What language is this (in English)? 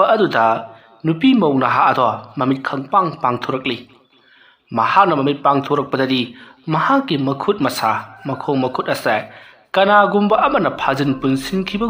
Manipuri